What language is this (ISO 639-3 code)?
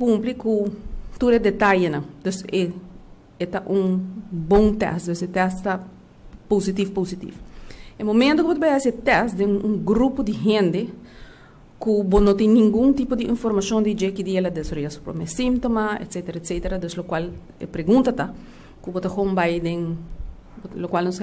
pap